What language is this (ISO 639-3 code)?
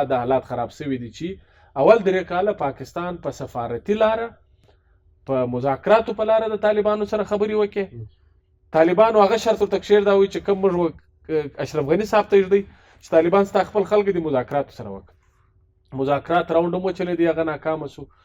pus